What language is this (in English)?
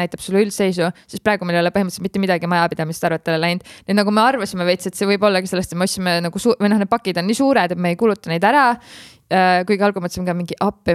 Estonian